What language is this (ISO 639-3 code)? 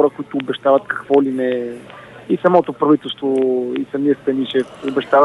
bul